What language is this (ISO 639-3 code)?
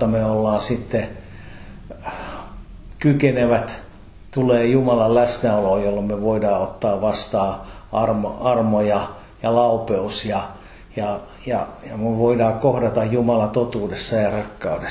fin